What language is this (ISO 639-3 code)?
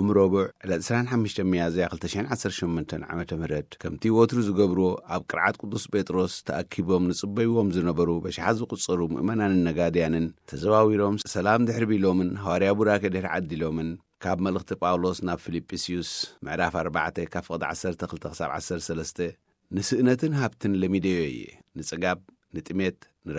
tir